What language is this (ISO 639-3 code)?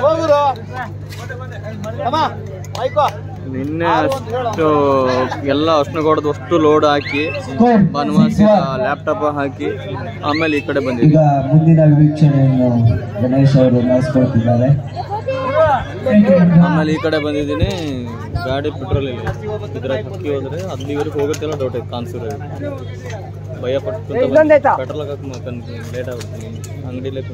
kan